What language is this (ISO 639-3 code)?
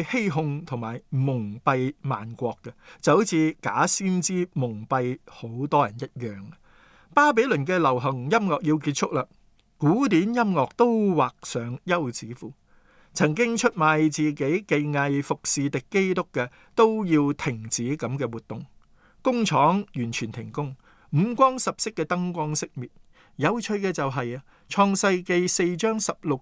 yue